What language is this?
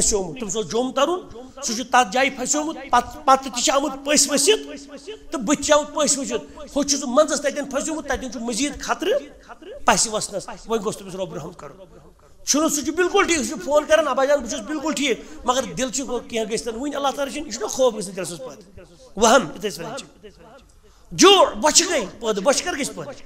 Kashmiri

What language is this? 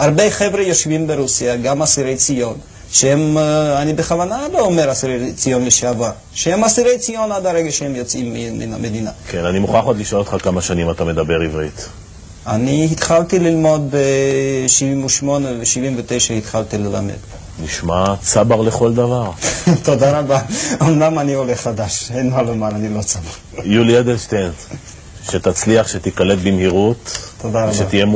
Hebrew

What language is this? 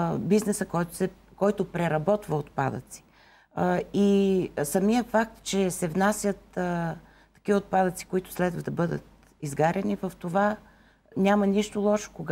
Bulgarian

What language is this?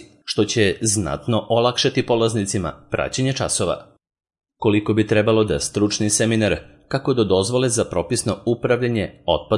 Serbian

